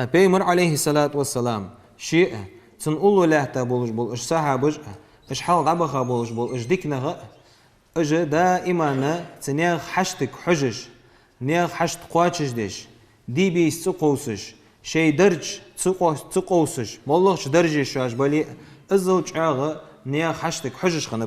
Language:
Ingush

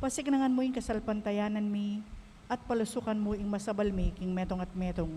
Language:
Pampanga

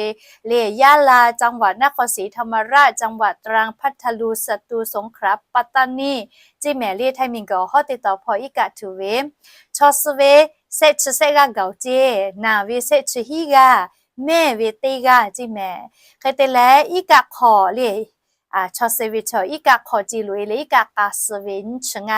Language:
Lahu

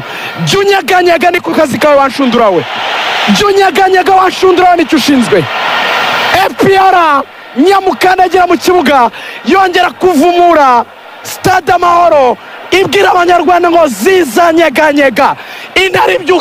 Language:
Kinyarwanda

